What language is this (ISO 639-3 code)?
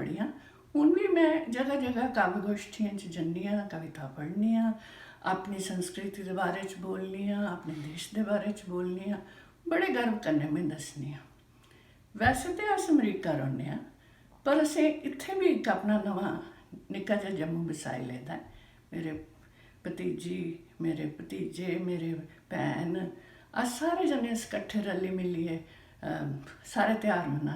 doi